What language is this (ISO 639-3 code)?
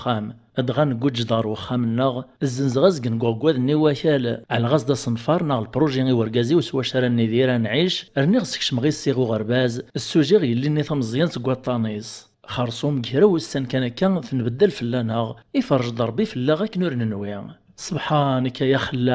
kab